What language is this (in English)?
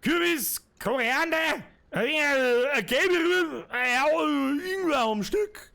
Bavarian